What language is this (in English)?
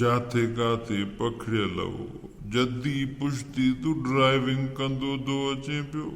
Sindhi